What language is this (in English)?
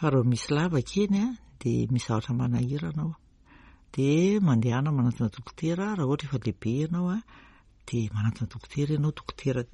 Malagasy